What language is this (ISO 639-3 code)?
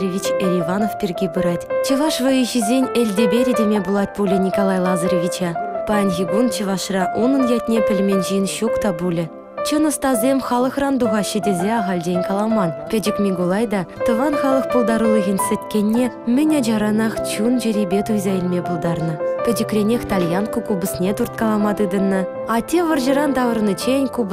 chv